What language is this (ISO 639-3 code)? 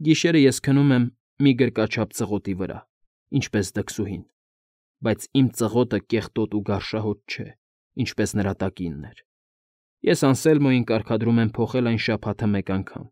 hye